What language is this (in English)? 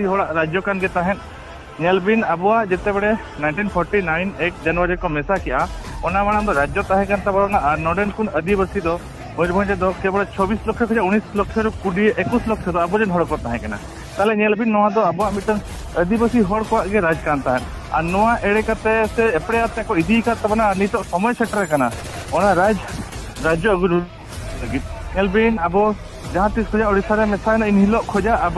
Santali